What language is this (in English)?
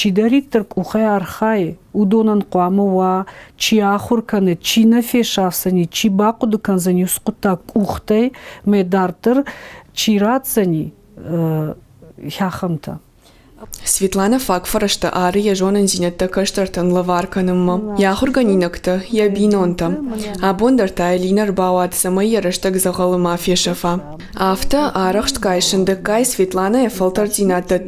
Ossetic